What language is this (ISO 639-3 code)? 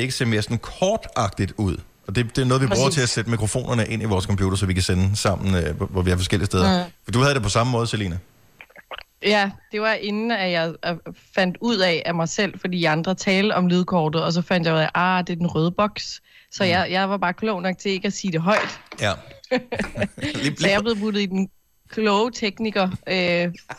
dan